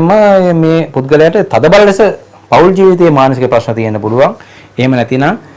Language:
Sinhala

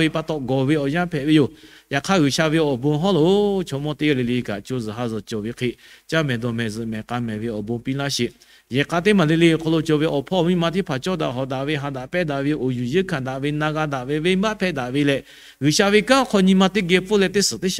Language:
Lahu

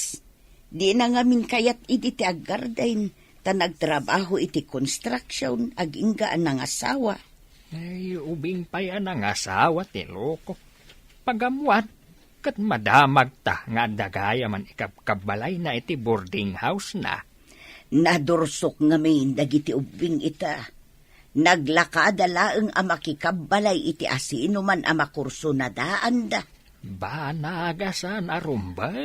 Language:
Iloko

